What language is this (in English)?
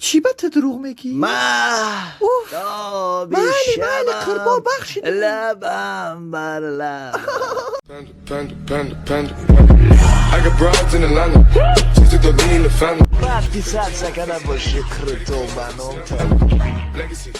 Tajik